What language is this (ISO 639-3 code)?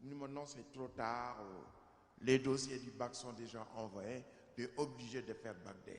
wol